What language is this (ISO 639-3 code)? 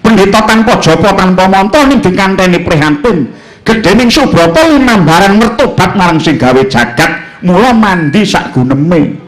jav